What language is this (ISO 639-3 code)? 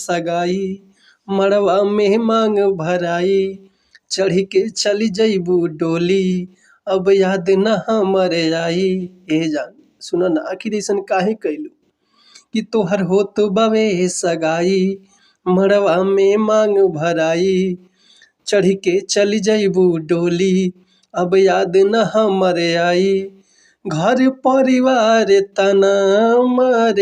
bho